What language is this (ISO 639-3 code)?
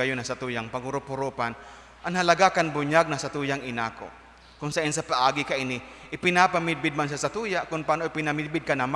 bik